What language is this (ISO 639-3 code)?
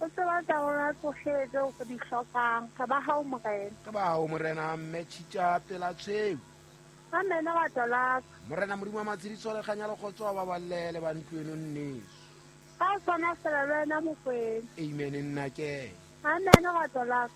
sot